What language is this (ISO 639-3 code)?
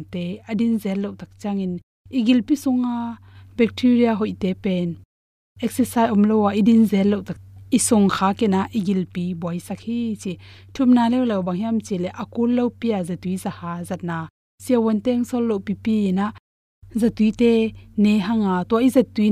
ctd